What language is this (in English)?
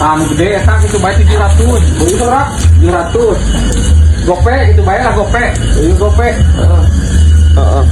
Sundanese